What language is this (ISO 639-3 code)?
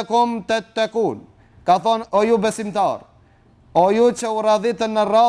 sqi